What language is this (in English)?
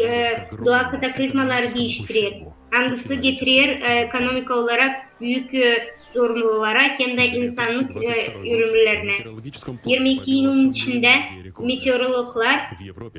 Gagauz